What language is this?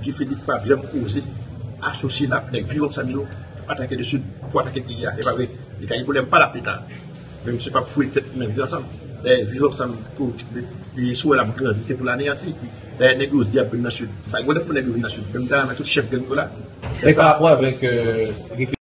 Haitian Creole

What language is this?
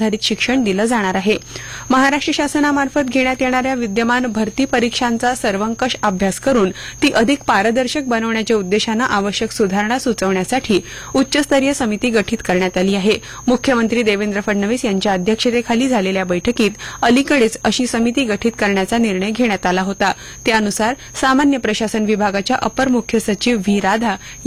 Marathi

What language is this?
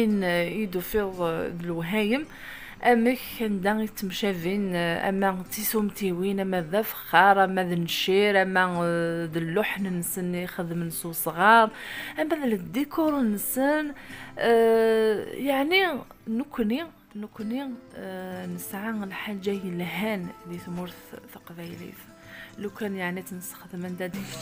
Kabyle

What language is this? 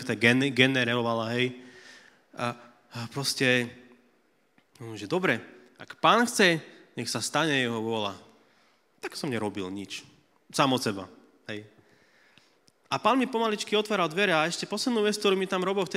Slovak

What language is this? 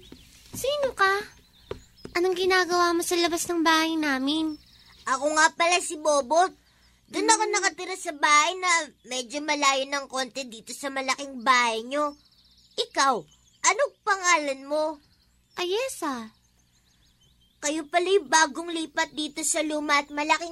Filipino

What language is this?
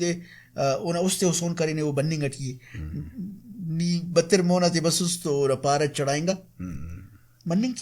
Brahui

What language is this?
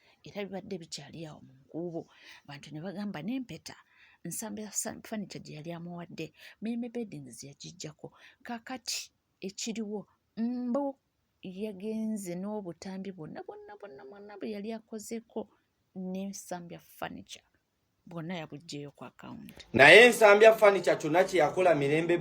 Ganda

